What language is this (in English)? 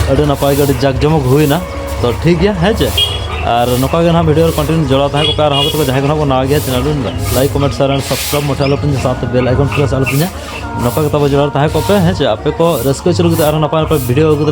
Santali